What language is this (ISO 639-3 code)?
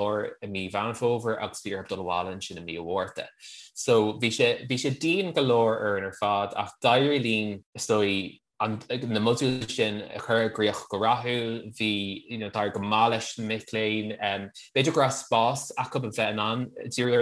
gle